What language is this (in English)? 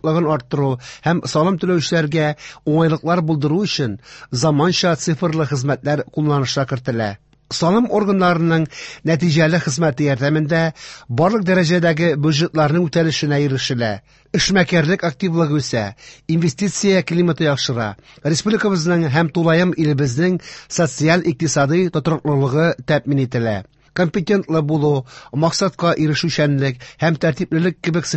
Tatar